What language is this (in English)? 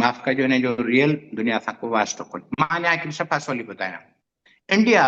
Sindhi